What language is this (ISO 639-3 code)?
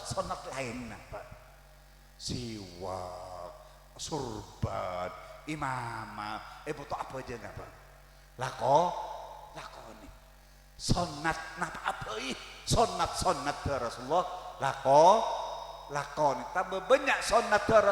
mad